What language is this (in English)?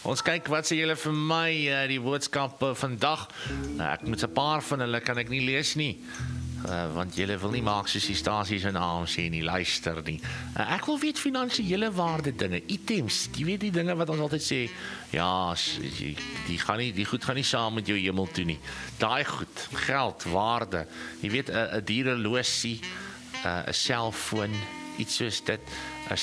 Afrikaans